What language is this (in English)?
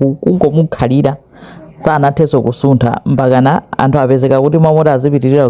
Nyanja